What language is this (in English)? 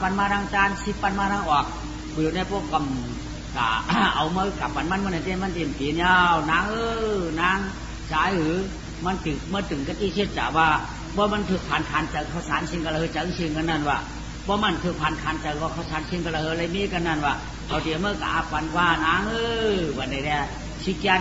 Shan